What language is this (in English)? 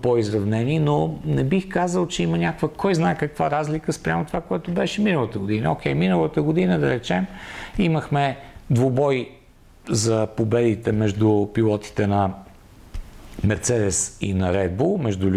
Bulgarian